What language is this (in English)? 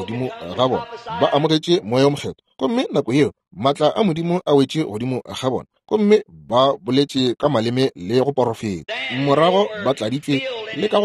Northern Sotho